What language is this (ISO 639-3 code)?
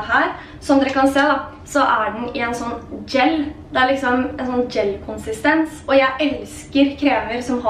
nor